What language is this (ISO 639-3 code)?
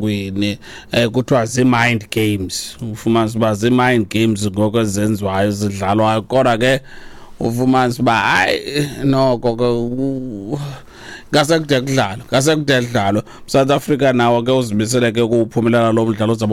xho